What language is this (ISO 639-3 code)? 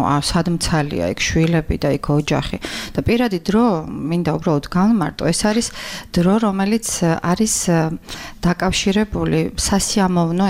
kat